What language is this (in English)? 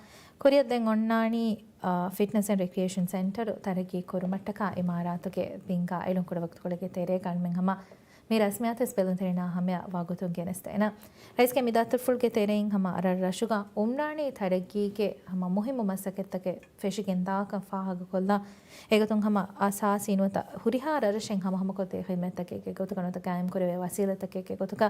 Divehi